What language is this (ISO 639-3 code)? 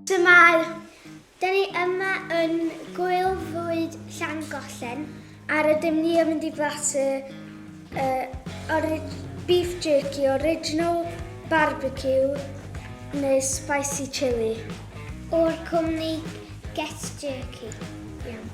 cym